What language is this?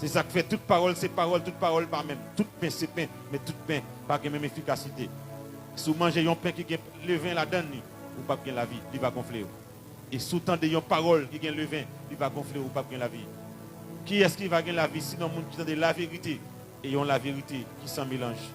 Haitian Creole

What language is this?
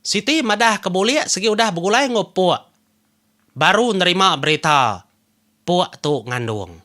Iban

